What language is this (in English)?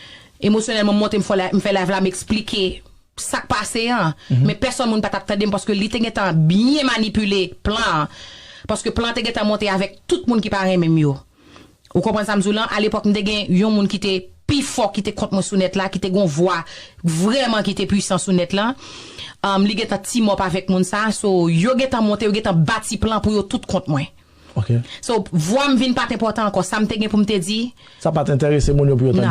Haitian Creole